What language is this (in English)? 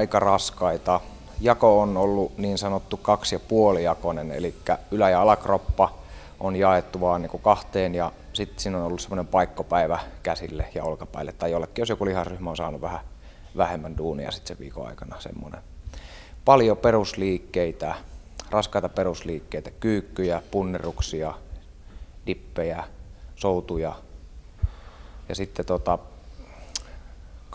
Finnish